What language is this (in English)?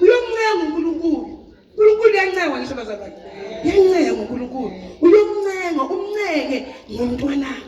Zulu